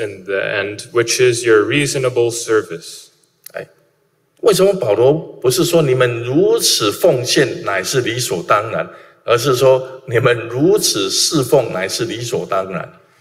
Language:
Chinese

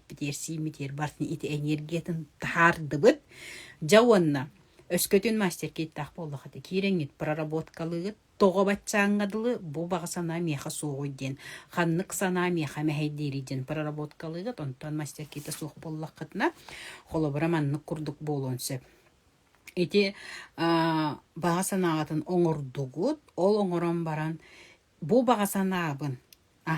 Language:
Yakut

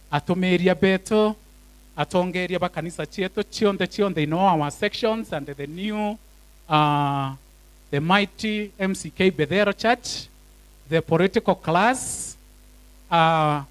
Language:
Meru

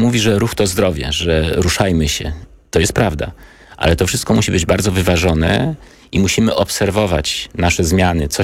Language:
Polish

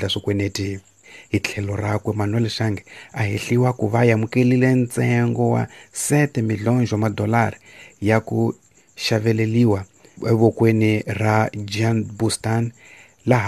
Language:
Tsonga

